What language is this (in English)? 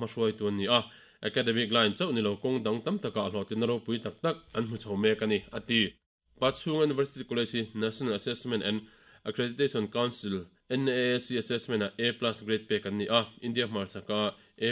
Mizo